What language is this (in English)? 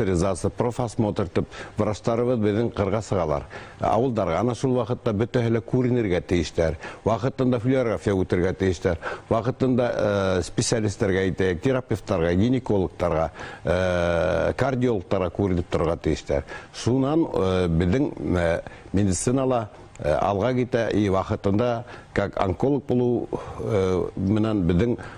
Bashkir